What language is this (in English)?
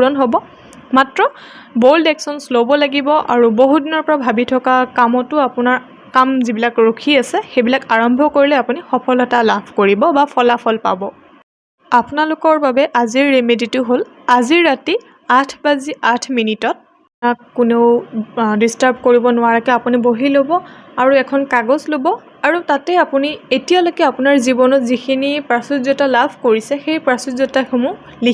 Assamese